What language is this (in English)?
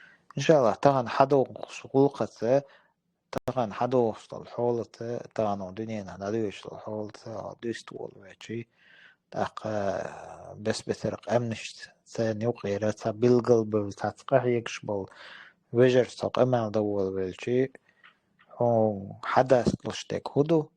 Chechen